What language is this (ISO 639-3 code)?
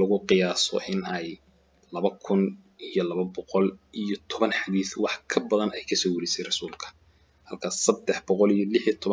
som